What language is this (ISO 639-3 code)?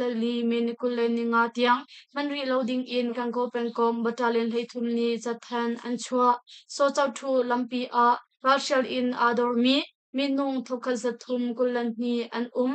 cnh